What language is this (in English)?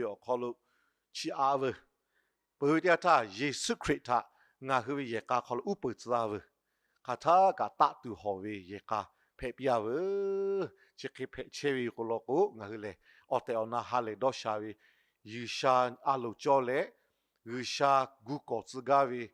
Lahu